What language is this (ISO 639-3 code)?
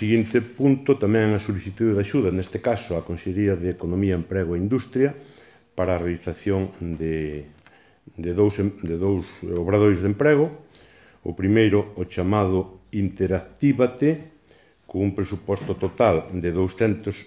glg